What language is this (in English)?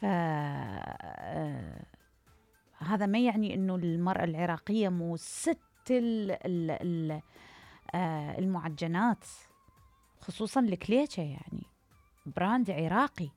Mesopotamian Arabic